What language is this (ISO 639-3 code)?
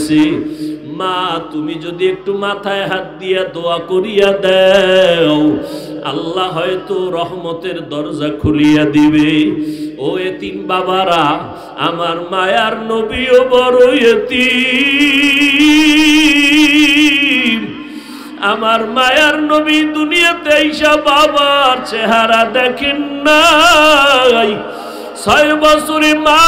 ben